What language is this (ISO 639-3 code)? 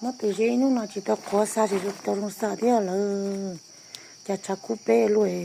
hmn